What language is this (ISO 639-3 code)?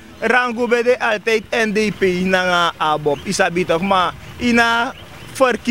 srn